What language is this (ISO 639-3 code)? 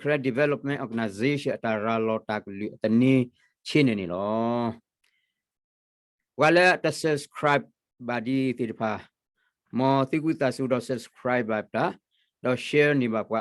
ksw